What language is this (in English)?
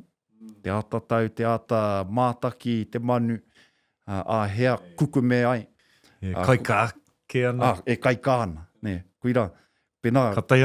Māori